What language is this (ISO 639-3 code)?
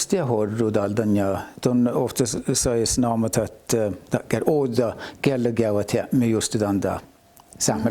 sme